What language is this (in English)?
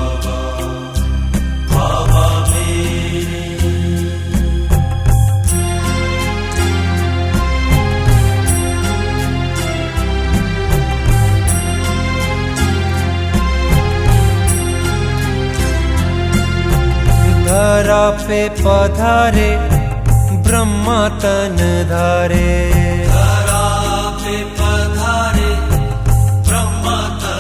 Hindi